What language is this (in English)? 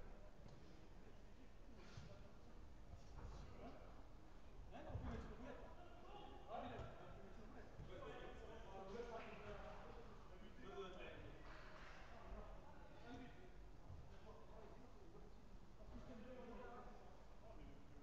French